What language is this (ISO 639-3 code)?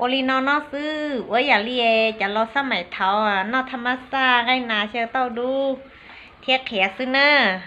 hmn